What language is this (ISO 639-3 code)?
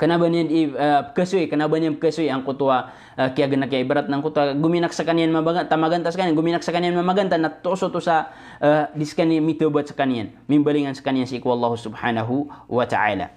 mrw